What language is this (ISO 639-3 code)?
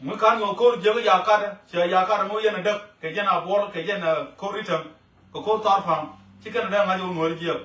nus